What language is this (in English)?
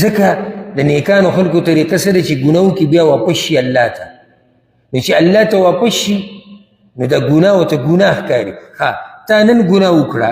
Pashto